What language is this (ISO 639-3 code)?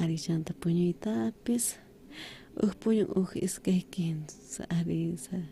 quh